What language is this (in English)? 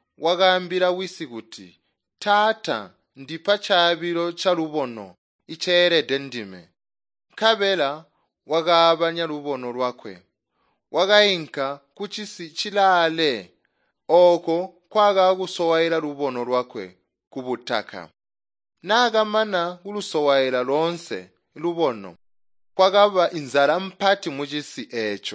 Tonga (Zambia)